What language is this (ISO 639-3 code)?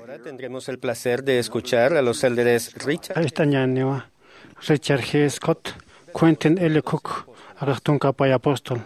aym